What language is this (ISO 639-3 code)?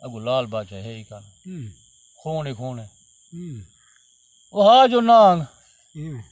skr